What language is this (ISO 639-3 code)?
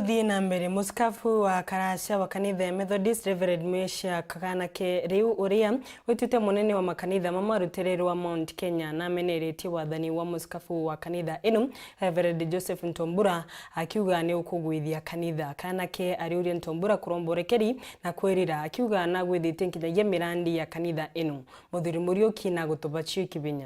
mer